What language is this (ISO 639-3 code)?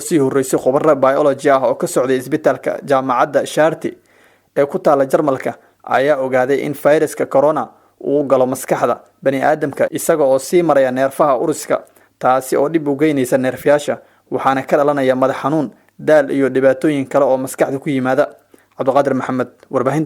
som